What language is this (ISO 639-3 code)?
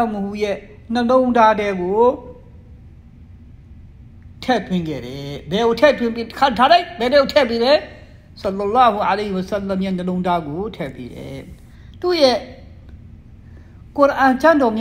mya